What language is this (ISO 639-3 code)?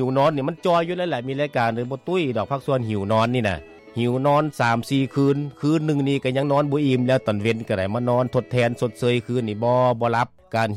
lao